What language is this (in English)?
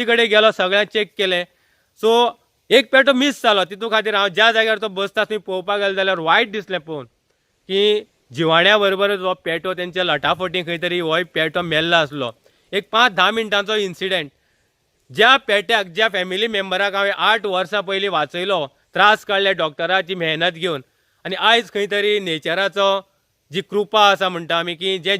Konkani